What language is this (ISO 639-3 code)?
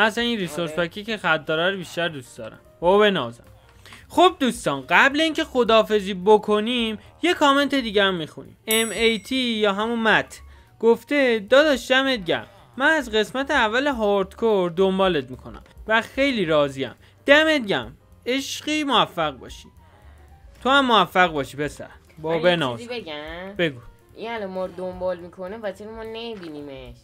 fas